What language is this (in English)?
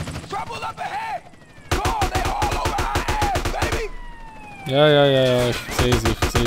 Swiss German